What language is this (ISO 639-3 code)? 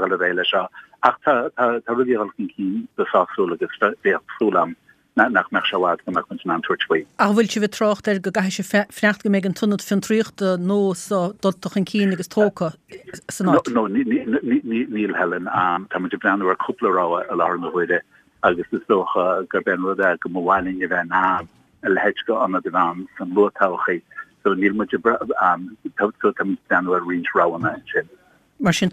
gle